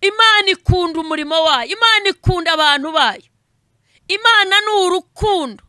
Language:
Kinyarwanda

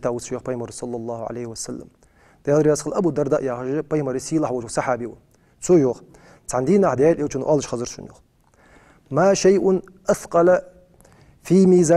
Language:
Ingush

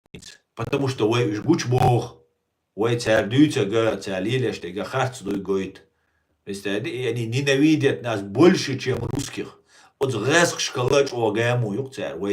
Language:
Chechen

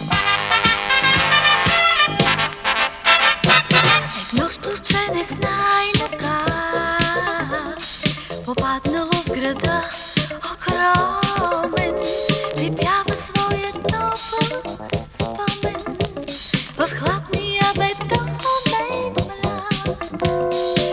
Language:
Bulgarian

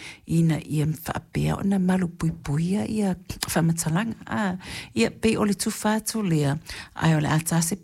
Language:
Samoan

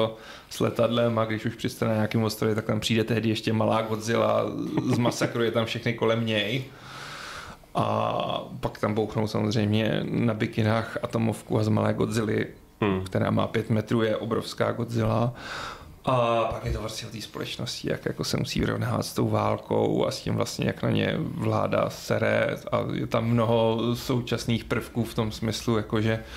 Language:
Czech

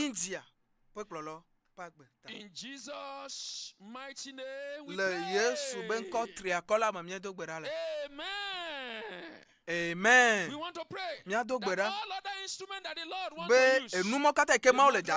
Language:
Ewe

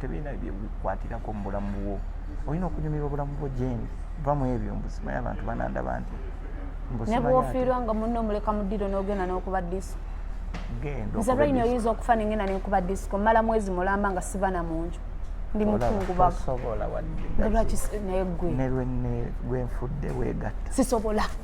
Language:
Ganda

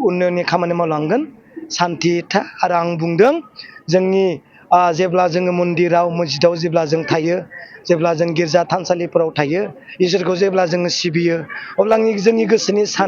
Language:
Bodo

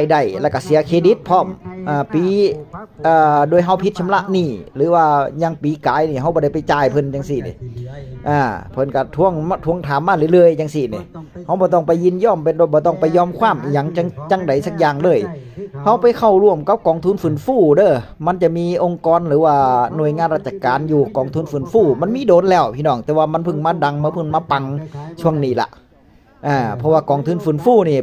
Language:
Northeastern Thai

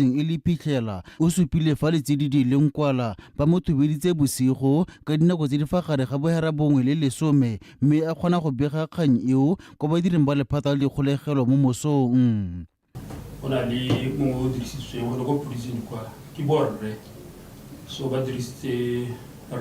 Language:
Tswana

